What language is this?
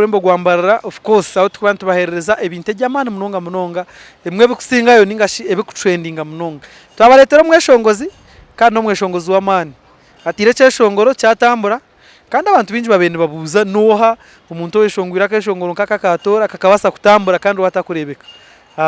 Nyankole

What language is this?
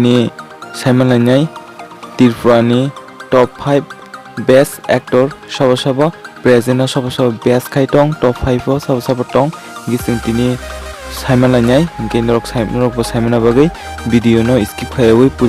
Kok Borok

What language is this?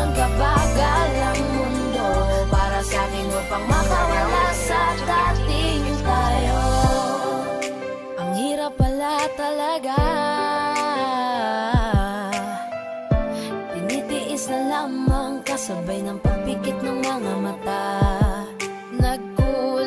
Filipino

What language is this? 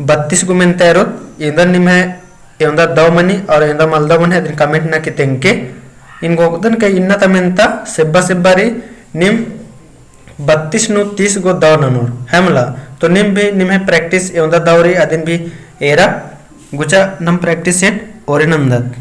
Kurukh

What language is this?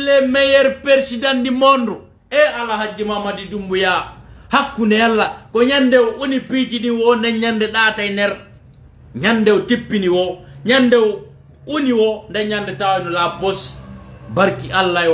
Fula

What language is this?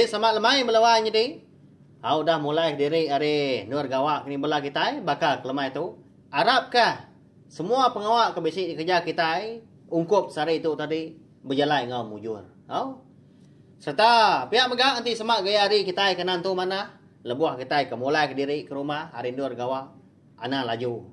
Iban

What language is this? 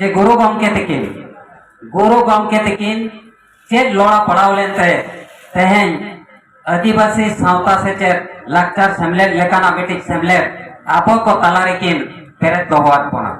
Santali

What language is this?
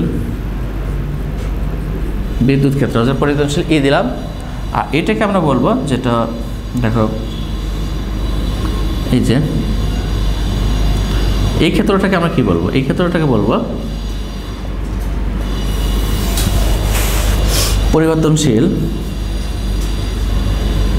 Bangla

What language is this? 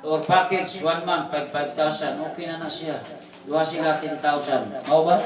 Cebuano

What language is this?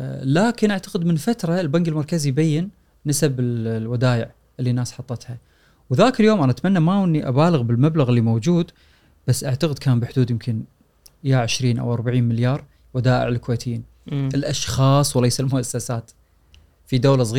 Gulf Arabic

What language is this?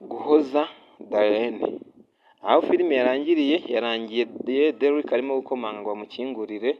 Kinyarwanda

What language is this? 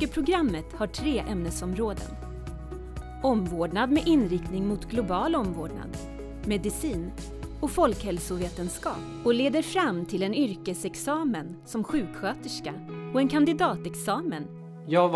Swedish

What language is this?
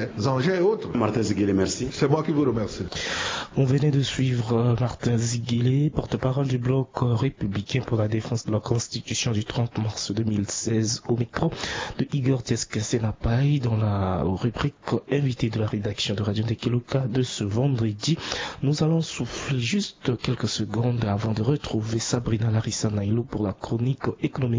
French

